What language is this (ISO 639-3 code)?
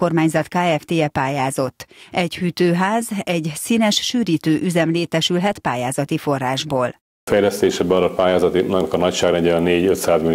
hun